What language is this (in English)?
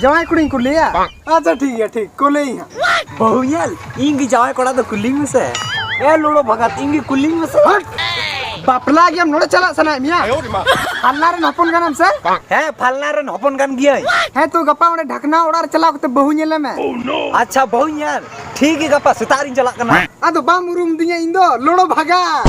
Santali